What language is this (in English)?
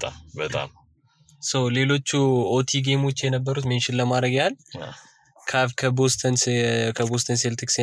Amharic